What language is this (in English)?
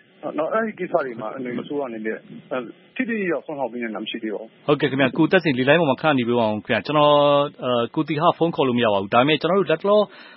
Burmese